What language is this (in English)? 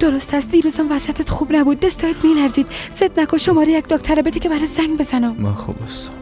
Persian